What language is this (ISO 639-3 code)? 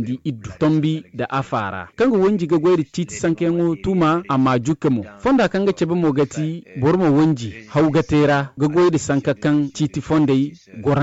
dje